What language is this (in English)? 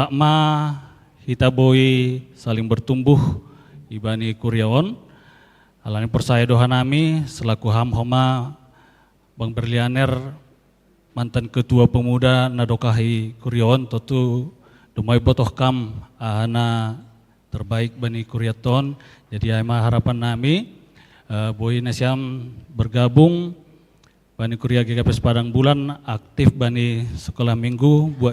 Batak Simalungun